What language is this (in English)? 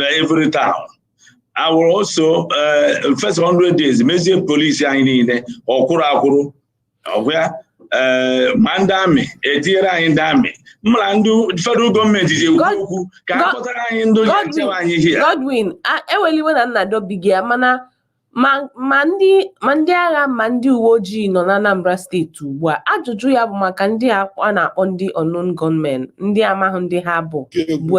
Igbo